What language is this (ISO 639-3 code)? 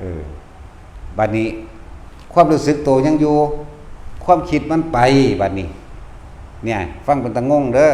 lao